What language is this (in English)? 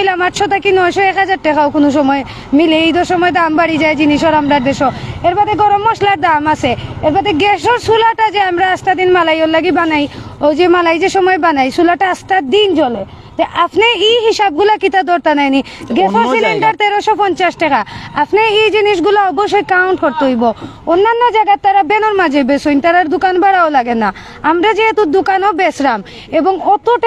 Sylheti